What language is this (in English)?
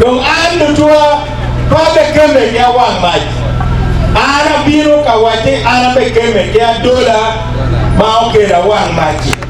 Acoli